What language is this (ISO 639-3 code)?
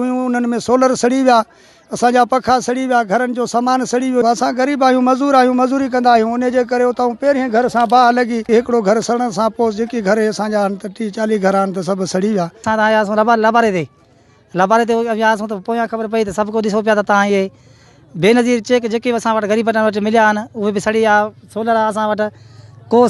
snd